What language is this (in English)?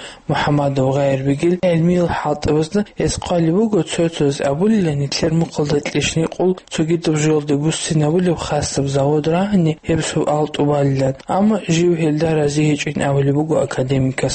Avaric